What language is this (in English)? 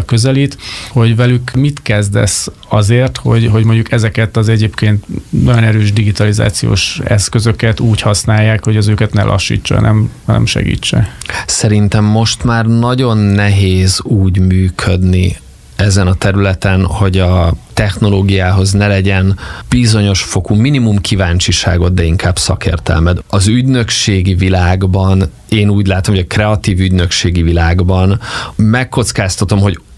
Hungarian